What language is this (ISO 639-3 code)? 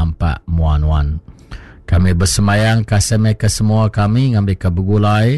iba